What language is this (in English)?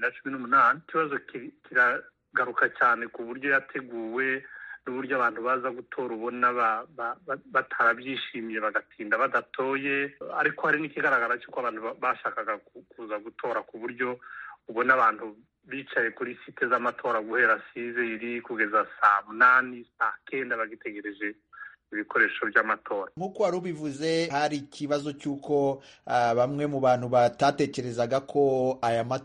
Kinyarwanda